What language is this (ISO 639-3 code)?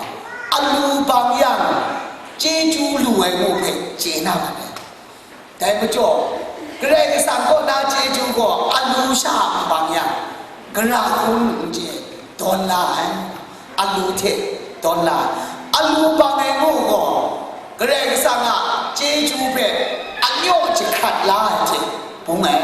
kac